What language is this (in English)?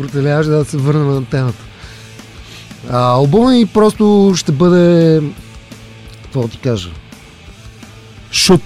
Bulgarian